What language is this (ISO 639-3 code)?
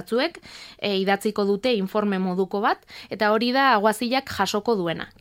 eus